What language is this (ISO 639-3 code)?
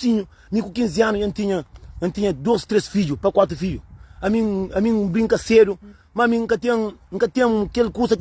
kea